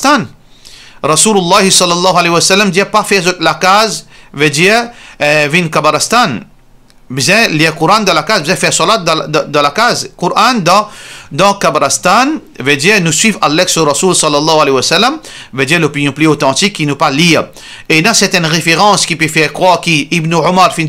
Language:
Morisyen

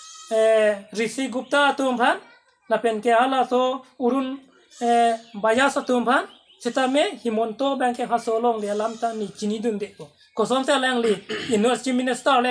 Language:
Karbi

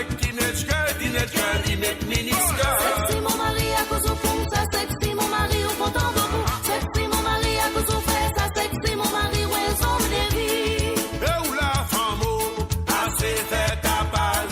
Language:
Morisyen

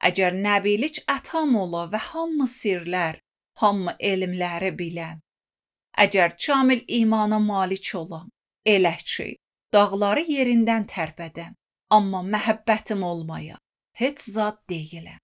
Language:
Azerbaijani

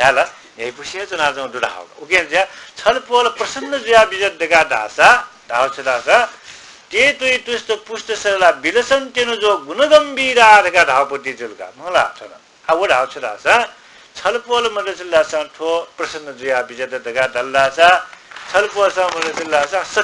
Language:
Newari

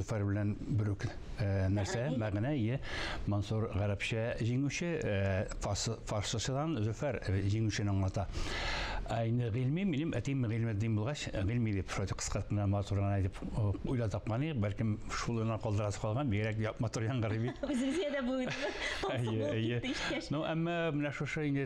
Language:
Tatar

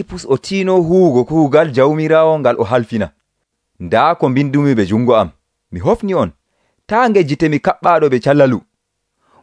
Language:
Nigerian Fulfulde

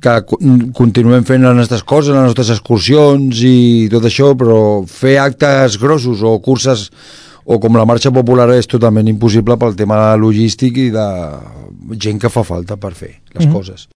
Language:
Catalan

